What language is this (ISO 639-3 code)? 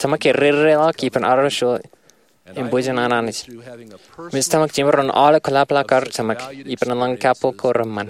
mah